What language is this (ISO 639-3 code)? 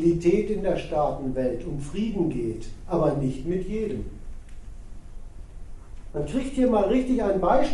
deu